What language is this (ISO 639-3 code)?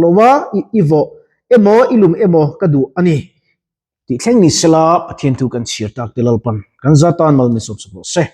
lus